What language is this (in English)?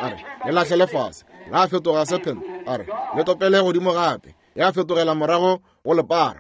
Northern Sotho